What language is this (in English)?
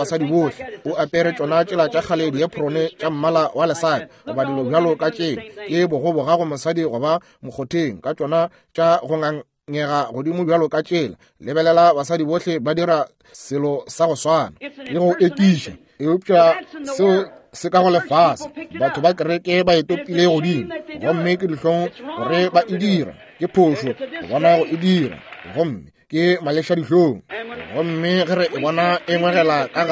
Northern Sotho